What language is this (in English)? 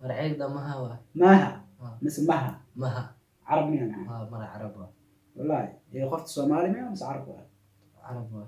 Somali